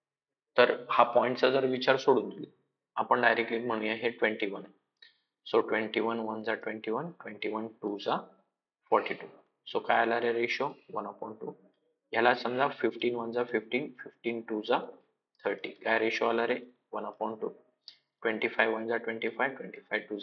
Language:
Marathi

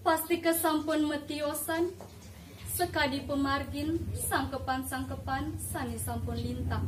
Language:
Balinese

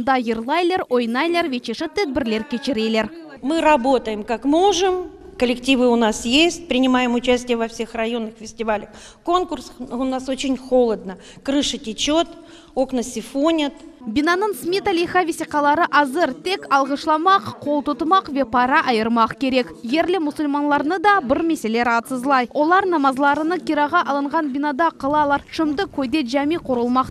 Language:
Crimean Tatar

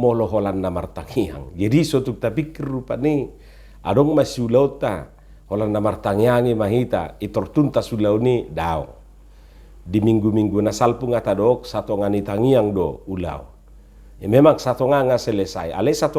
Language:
Batak Toba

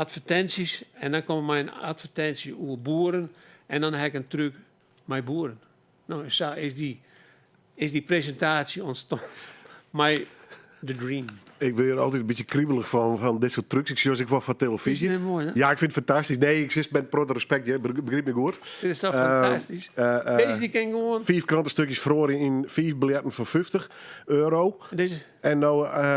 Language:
Western Frisian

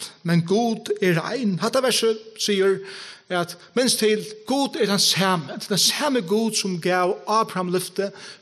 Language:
Faroese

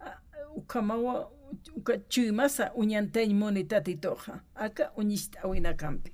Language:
Aymara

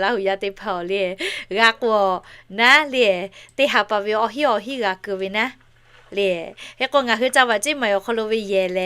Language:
Lahu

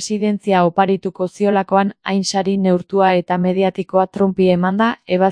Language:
Basque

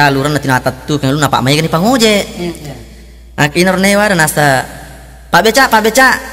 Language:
Buginese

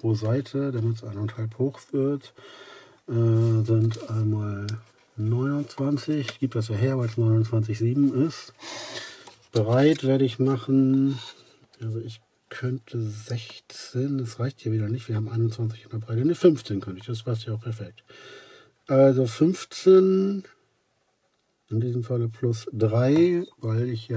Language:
German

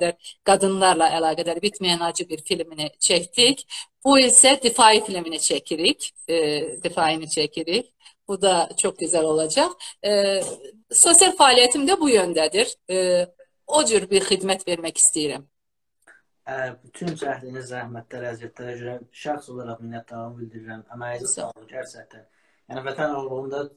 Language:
South Azerbaijani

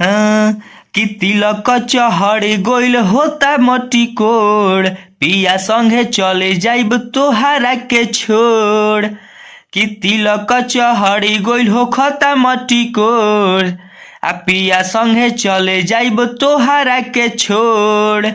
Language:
Bhojpuri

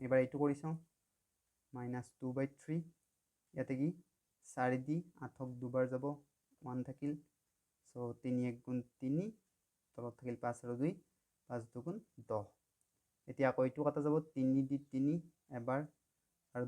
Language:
Assamese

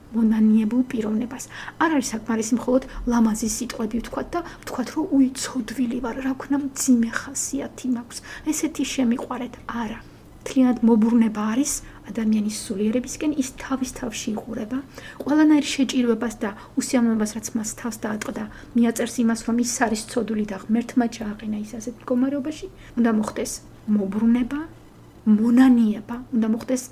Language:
Georgian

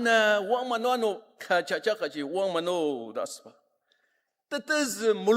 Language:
Ao Naga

